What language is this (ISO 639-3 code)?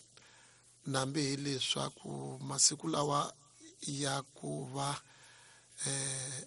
tso